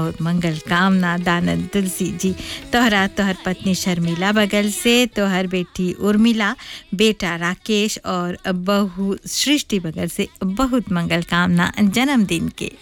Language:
Bhojpuri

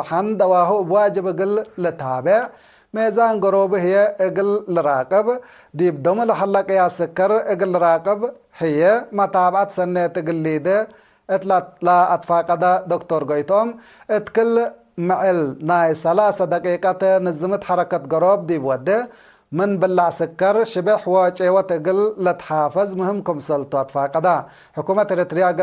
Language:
Tigre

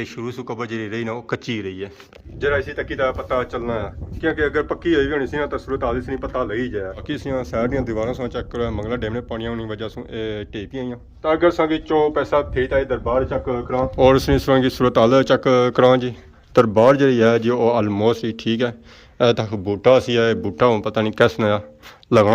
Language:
Pahari-Potwari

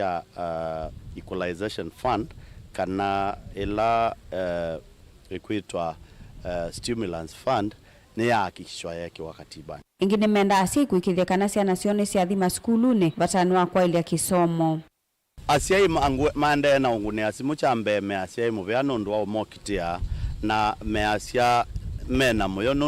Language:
Kamba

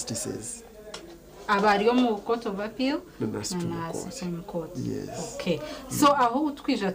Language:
Nyankole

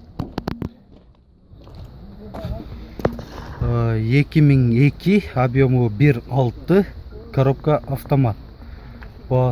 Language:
Kyrgyz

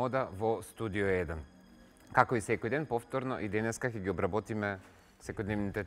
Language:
Macedonian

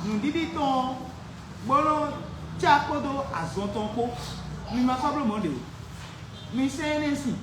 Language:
Fon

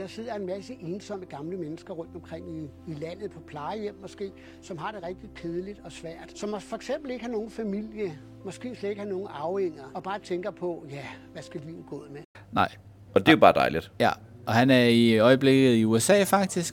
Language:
Danish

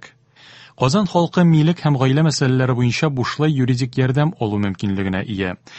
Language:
Tatar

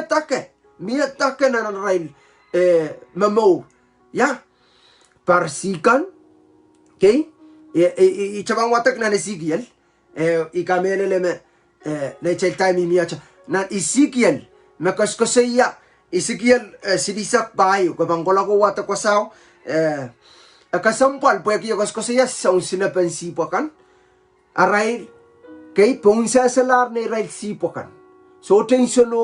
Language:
Pohnpeian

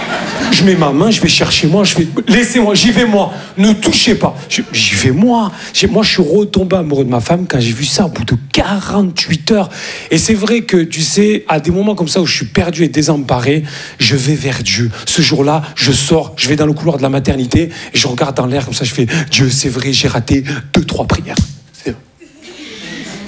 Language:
French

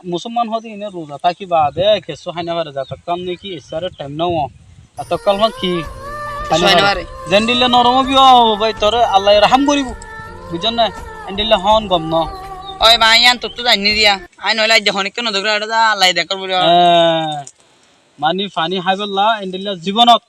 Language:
Rohingya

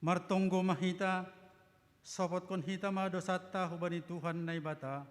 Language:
Batak Simalungun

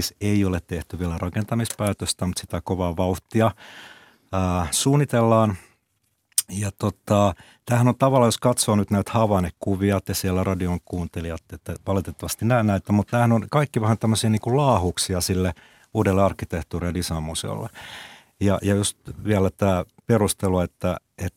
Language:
Finnish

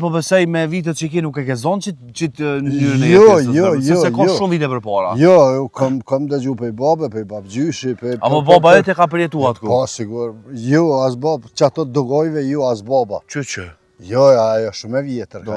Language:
Albanian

